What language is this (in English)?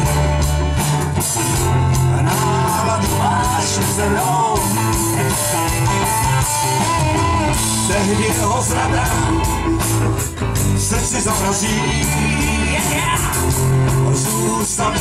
Czech